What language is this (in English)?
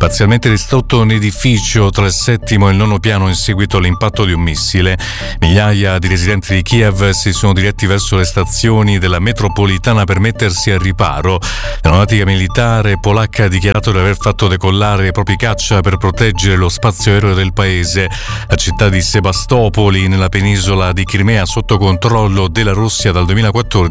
Italian